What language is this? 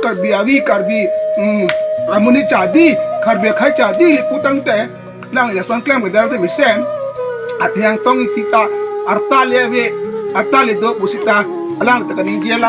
Karbi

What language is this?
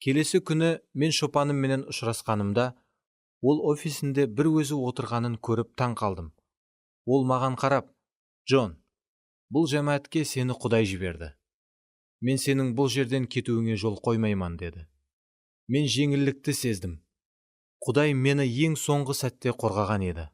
Kara-Kalpak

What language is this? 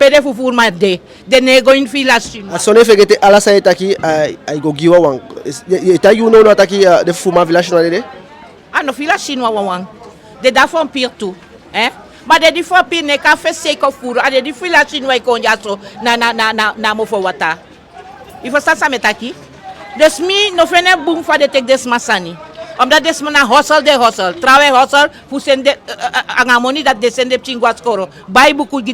Eastern Maroon Creole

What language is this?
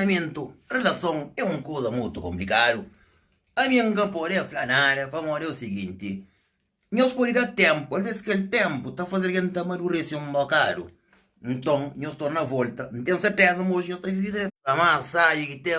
Kabuverdianu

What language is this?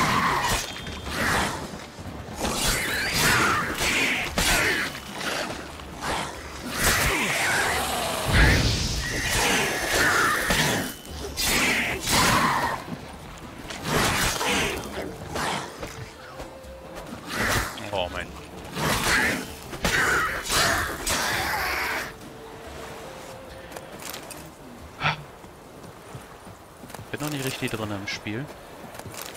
German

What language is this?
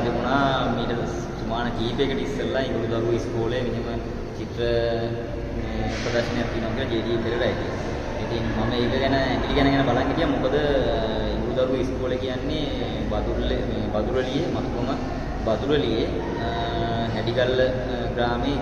Sinhala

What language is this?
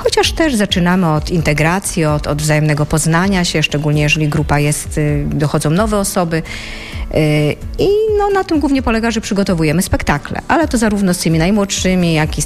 Polish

